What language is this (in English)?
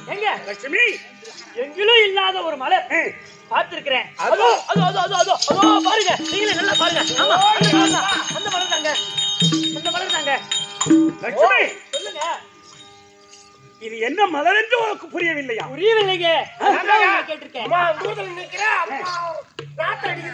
Tamil